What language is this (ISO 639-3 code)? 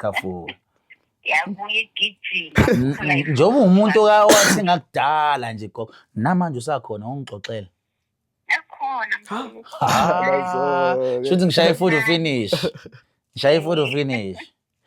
zul